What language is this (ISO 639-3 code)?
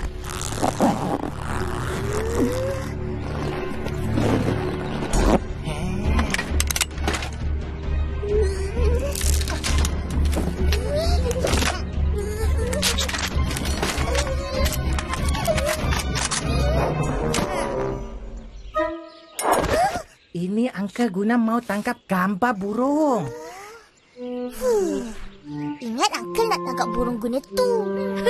msa